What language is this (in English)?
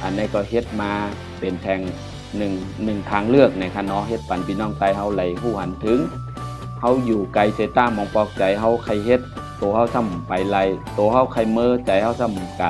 Shan